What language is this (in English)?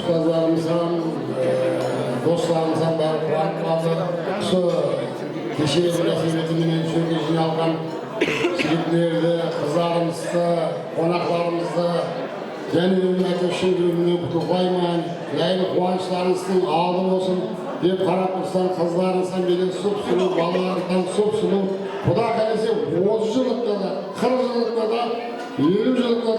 Kara-Kalpak